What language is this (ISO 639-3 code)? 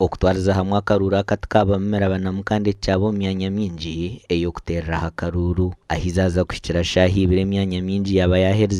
nyn